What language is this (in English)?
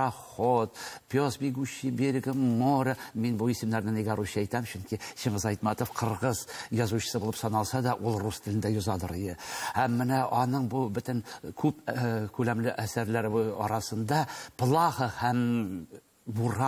Tatar